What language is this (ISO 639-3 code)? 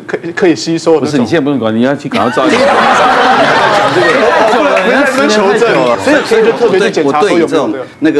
zho